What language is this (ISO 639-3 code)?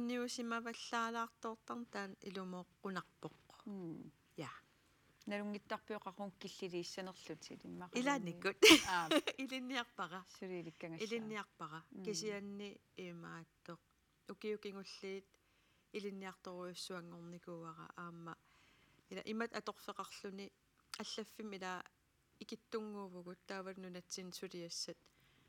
kal